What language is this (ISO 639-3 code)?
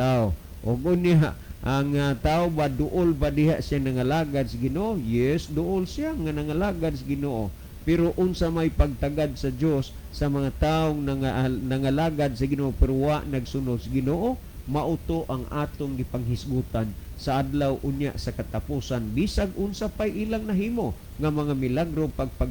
ceb